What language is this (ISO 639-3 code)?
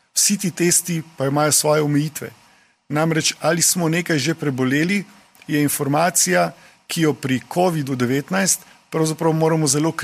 slv